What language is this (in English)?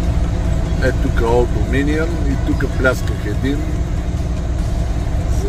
Bulgarian